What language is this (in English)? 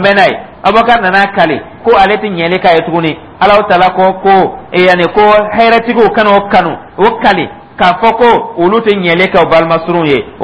Dyula